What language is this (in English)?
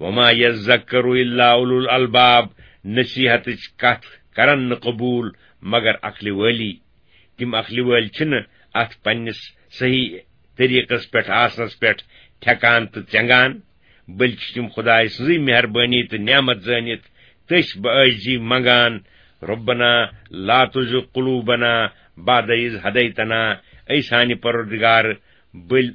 Kashmiri